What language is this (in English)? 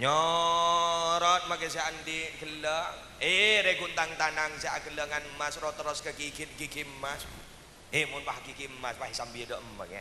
Madurese